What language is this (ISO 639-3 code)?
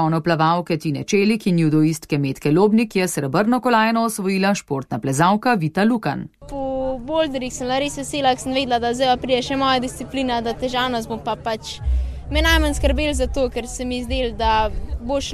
slv